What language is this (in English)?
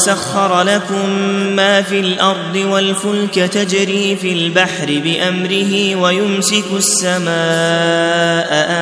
Arabic